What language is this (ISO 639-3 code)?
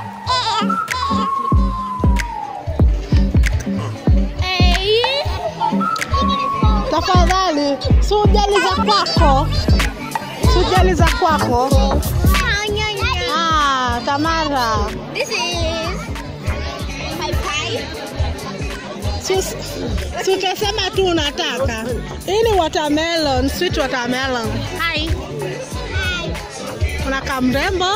swa